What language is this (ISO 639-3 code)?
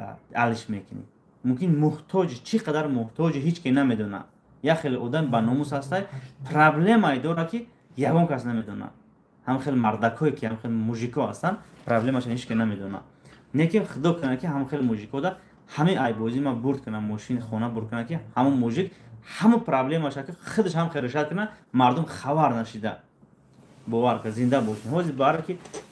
tgk